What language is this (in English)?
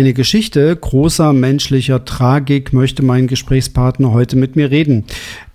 German